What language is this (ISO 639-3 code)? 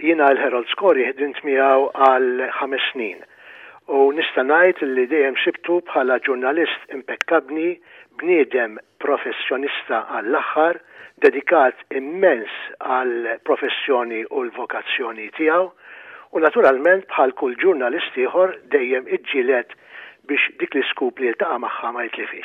mlt